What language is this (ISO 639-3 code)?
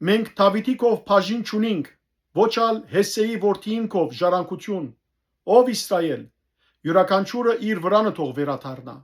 hyw